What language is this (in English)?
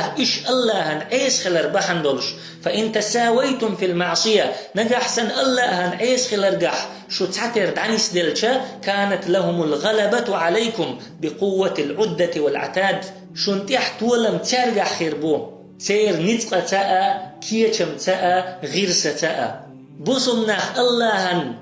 Chechen